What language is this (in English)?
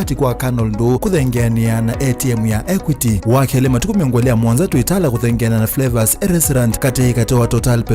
Kamba